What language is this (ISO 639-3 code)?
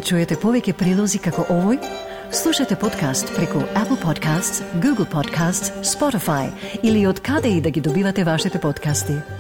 mkd